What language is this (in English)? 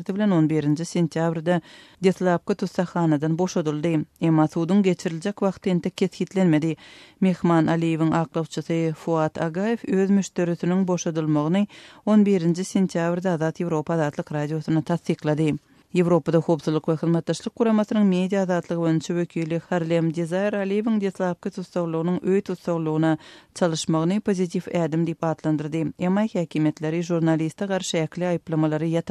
Turkmen